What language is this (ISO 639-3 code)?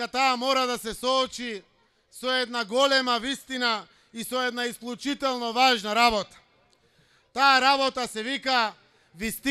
mkd